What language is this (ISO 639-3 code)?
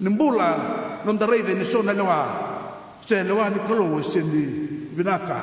fij